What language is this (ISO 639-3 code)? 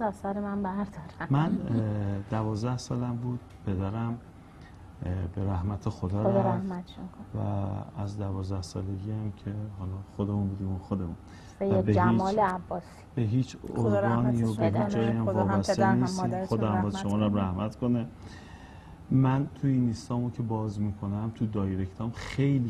fas